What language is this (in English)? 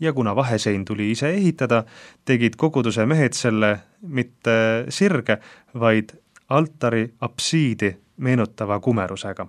Estonian